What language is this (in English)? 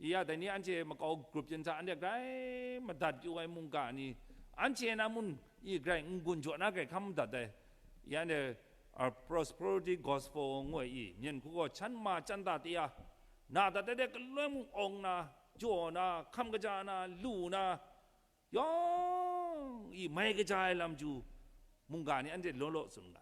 Kachin